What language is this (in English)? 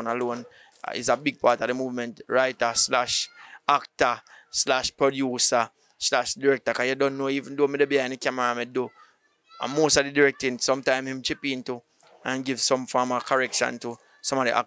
Jamaican Creole English